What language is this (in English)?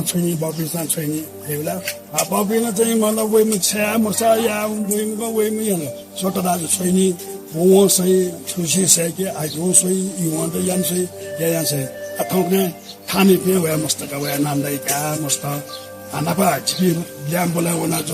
Newari